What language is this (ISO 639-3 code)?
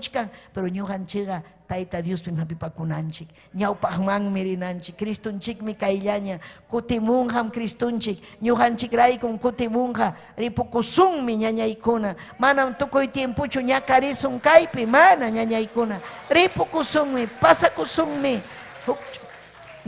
quy